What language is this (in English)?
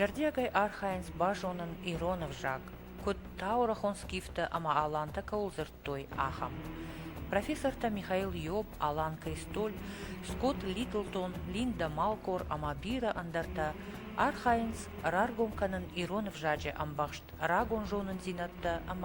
Ossetic